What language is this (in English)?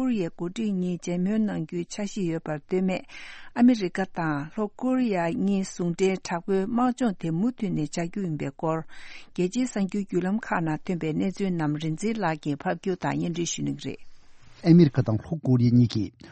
Tibetan